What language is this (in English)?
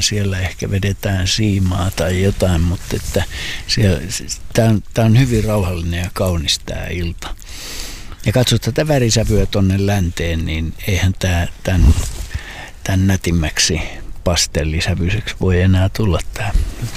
Finnish